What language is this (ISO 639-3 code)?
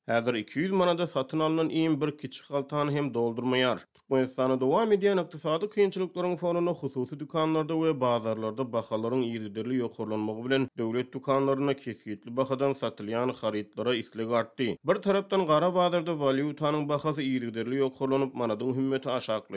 tuk